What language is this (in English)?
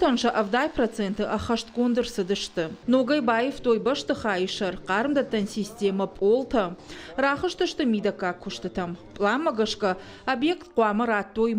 Ossetic